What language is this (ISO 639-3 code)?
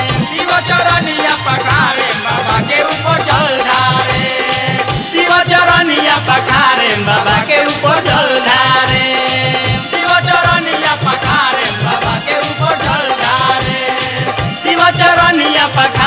bho